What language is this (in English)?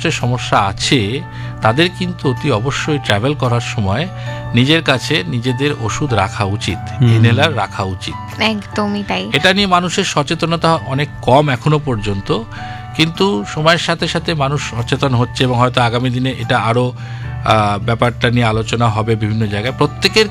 Bangla